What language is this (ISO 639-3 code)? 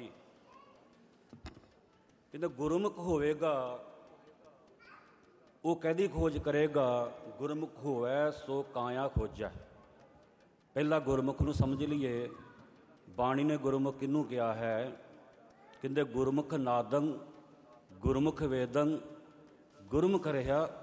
pan